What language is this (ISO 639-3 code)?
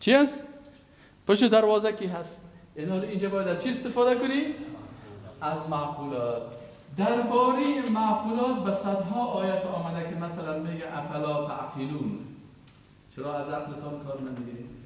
fas